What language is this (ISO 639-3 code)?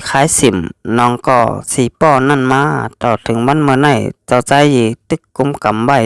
shn